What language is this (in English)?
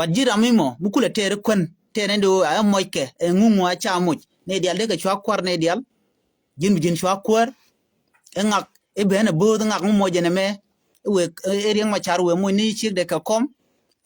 Nuer